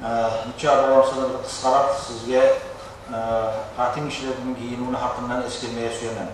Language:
Kumyk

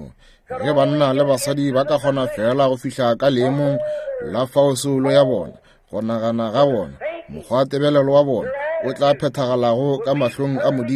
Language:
Northern Sotho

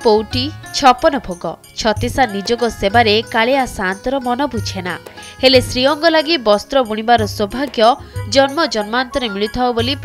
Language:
Odia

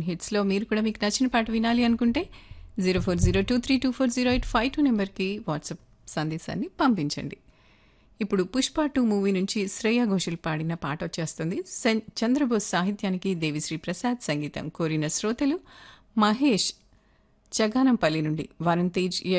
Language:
Telugu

